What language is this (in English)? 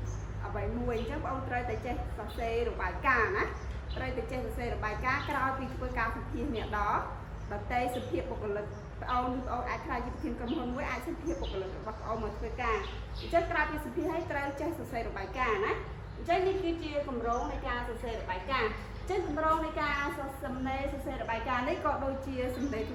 Khmer